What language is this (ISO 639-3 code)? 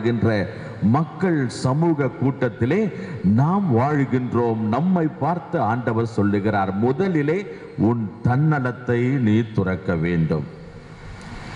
tam